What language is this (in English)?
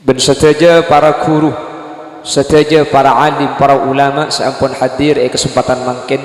Madurese